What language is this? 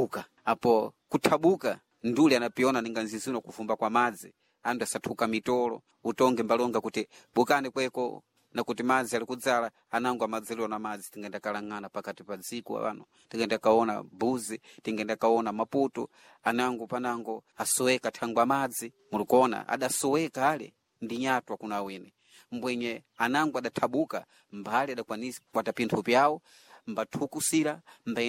Sena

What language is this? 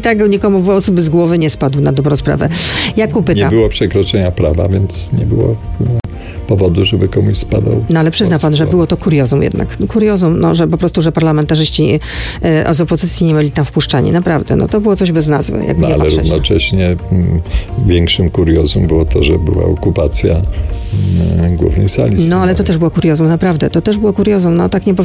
Polish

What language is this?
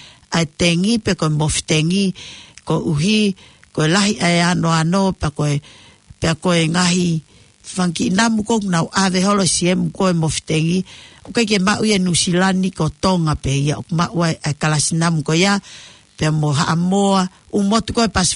Tongan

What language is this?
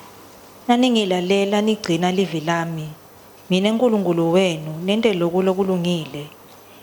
Swati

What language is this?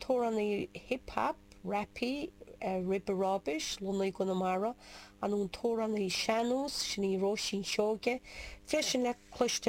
Irish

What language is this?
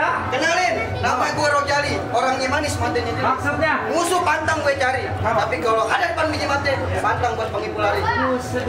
Betawi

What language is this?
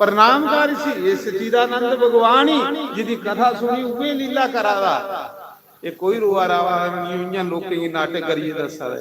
Dogri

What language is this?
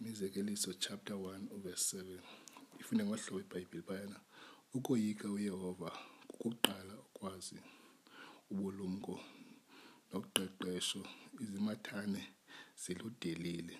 Xhosa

